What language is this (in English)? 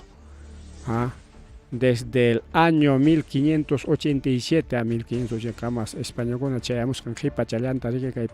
Ayacucho Quechua